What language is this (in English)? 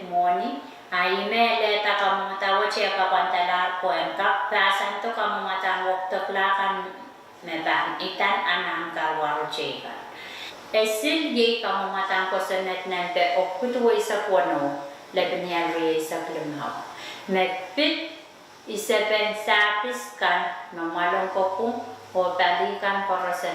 Pohnpeian